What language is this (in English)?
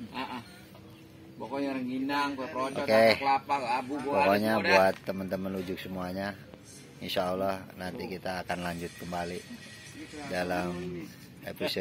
Betawi